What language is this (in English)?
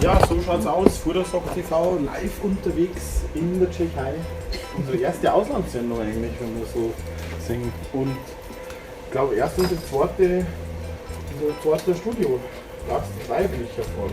Bavarian